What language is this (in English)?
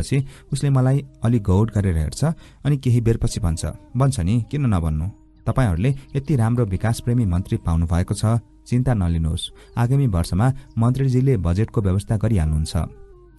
Nepali